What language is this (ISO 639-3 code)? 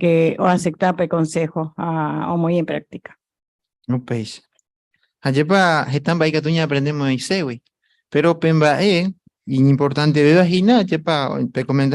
grn